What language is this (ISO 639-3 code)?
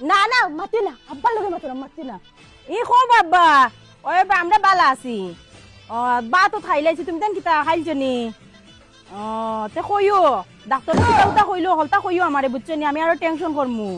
syl